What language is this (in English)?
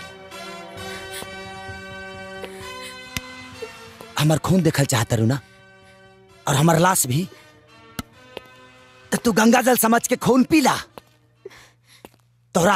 Bhojpuri